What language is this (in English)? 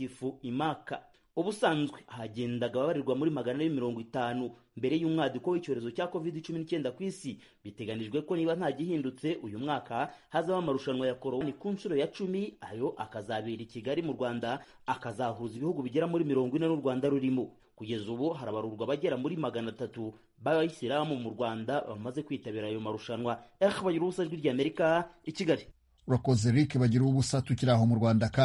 Kinyarwanda